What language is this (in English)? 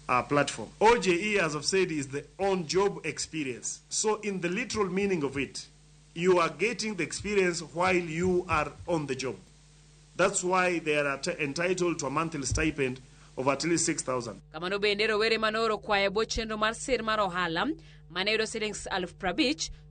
Luo (Kenya and Tanzania)